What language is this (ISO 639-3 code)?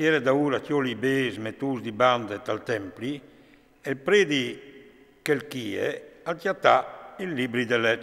fur